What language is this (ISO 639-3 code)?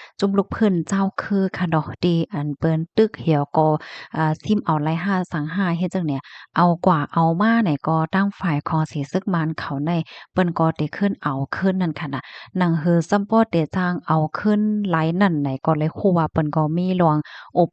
shn